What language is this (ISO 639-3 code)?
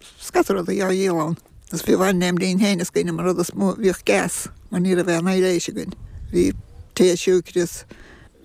gle